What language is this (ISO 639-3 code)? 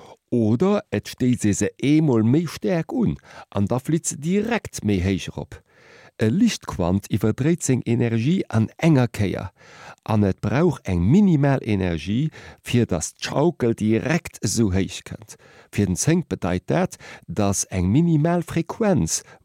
ltz